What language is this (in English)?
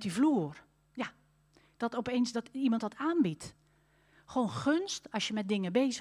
Dutch